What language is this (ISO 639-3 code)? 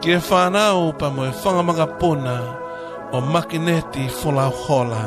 ton